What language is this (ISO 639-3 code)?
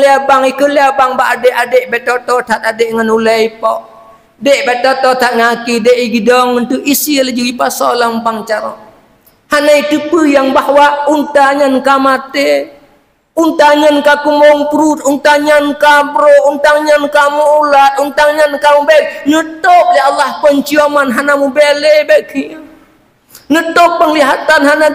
ace